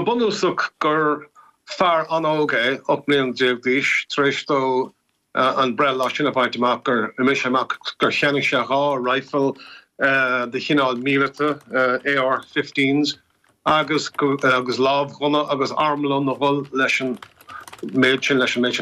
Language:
Irish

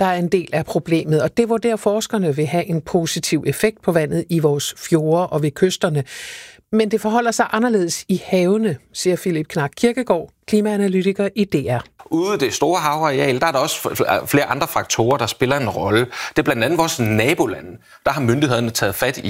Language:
Danish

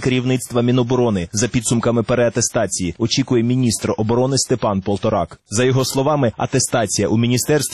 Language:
Ukrainian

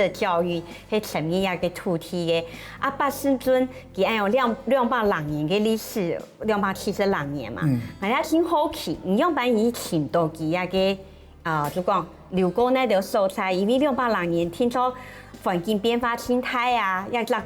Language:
Hakka Chinese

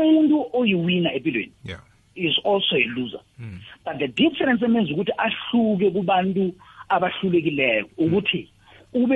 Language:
South Ndebele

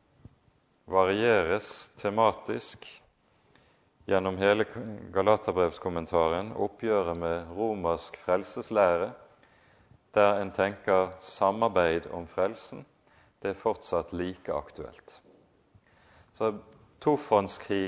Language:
Norwegian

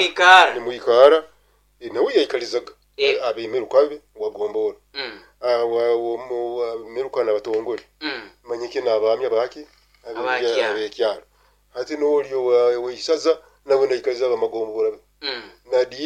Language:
Nyankole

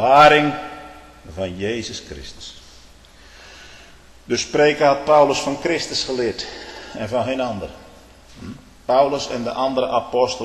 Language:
Dutch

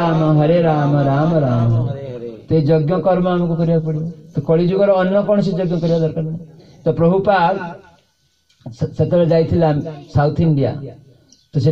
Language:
Odia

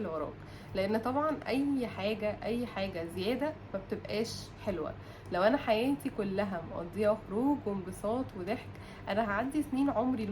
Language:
Egyptian Arabic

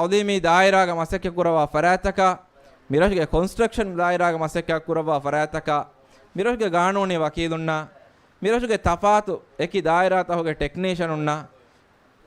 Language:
Divehi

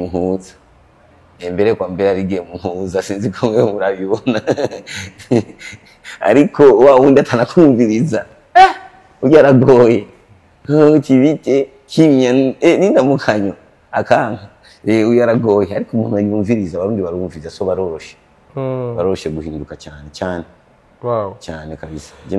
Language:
Rundi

